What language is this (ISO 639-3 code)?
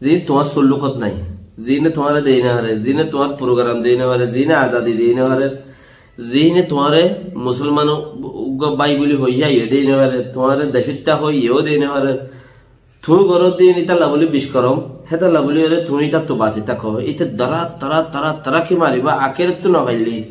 rhg